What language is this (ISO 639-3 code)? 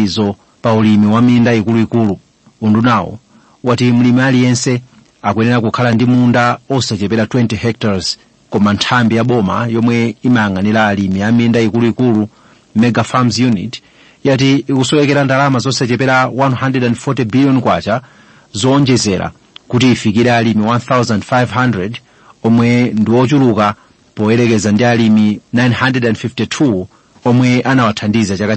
nya